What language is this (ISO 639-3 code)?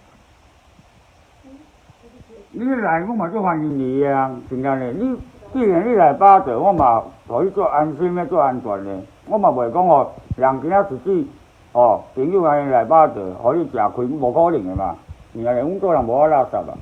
nan